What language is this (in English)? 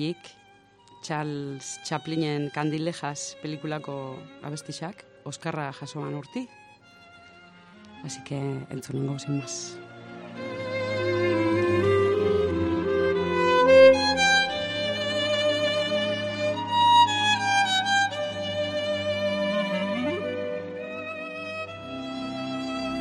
Basque